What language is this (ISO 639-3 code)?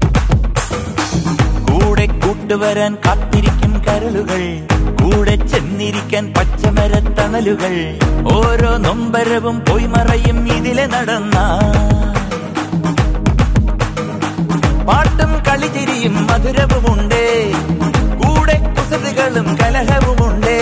mal